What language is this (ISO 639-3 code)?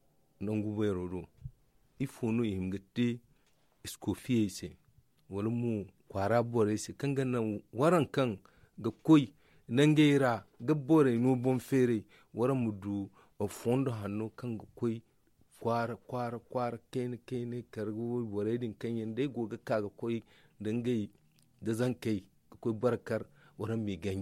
dje